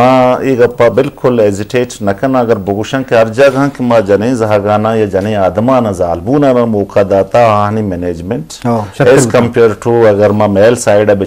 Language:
Eastern Balochi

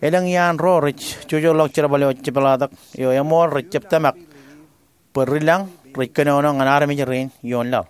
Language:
Marshallese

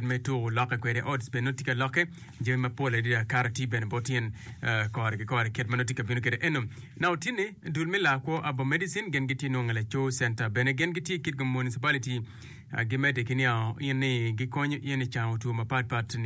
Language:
Acoli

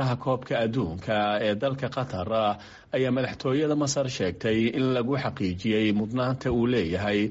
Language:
Somali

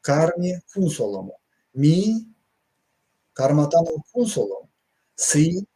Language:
Erzya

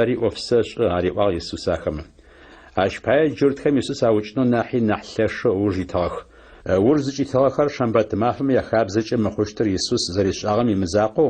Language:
Adyghe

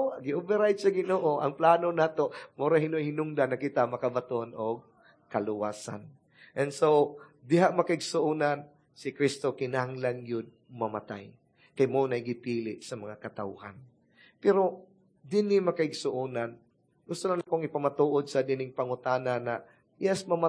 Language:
Cebuano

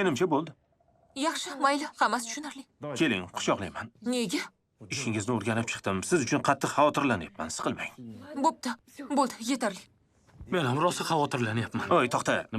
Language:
Uzbek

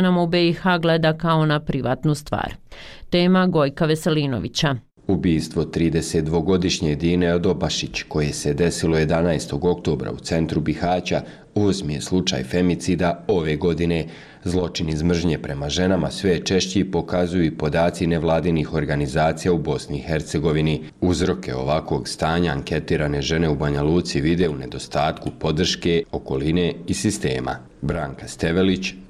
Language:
Bosnian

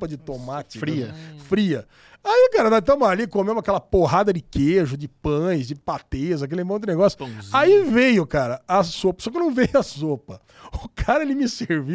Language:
Portuguese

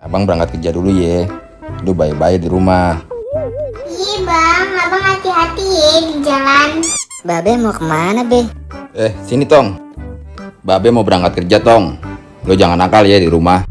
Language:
Betawi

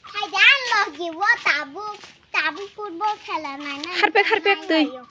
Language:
Kok Borok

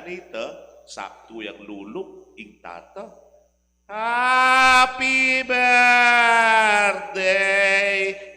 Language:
Pampanga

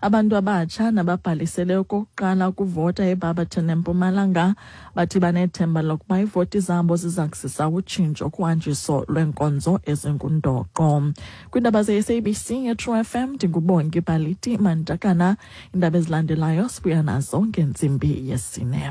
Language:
Xhosa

